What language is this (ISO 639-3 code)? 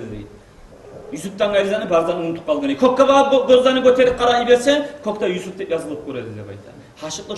kum